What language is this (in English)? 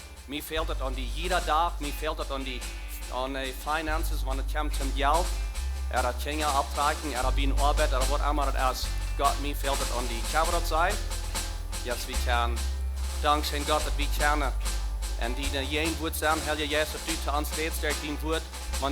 Plautdietsch